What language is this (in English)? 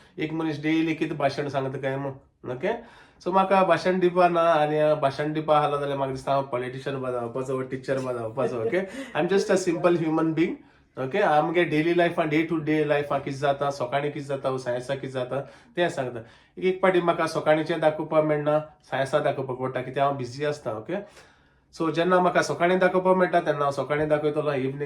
Konkani